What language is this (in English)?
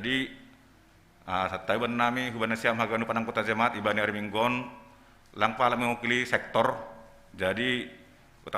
Batak Simalungun